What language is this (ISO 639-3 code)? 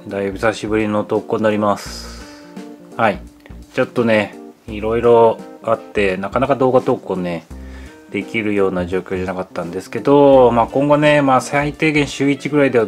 jpn